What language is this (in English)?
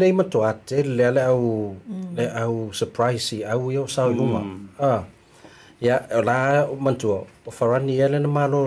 Samoan